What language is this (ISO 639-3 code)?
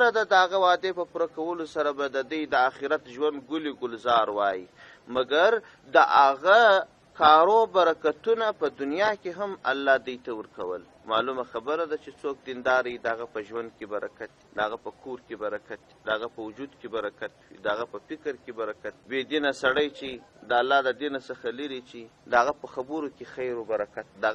pus